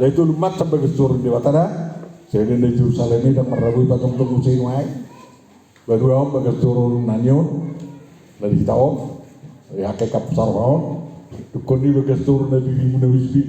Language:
Batak Toba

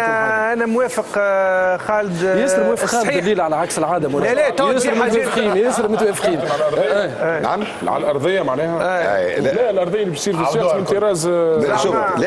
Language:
Tunisian Arabic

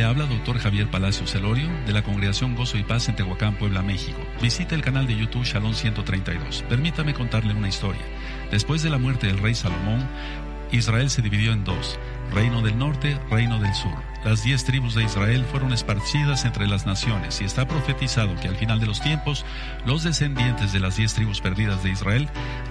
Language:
Spanish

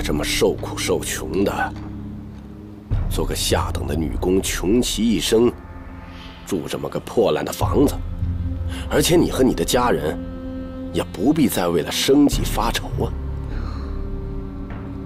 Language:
Chinese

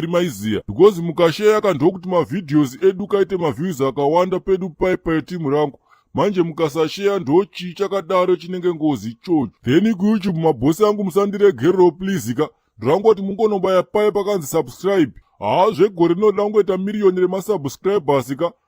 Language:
Shona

